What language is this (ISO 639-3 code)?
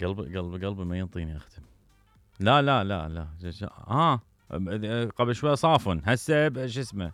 acm